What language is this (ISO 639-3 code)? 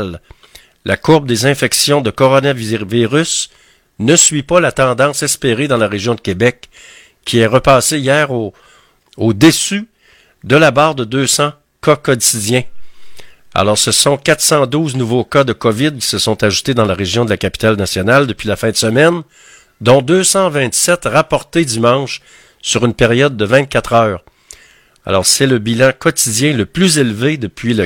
fra